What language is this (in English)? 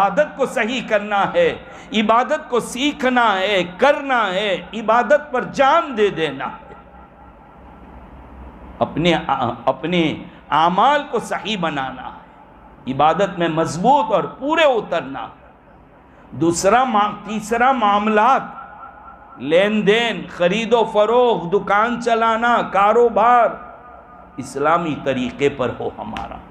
Urdu